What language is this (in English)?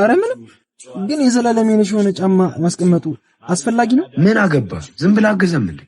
Amharic